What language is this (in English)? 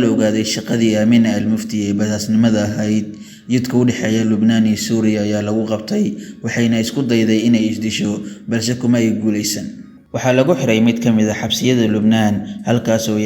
Somali